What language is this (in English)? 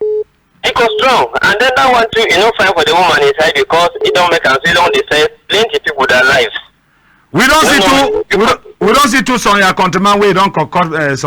Cameroon Pidgin